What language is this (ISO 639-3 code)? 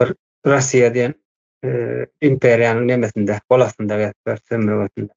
tuk